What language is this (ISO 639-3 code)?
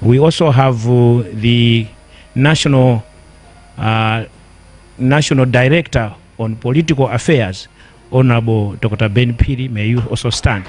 nya